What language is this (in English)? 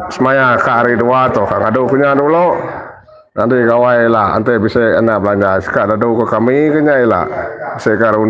Iban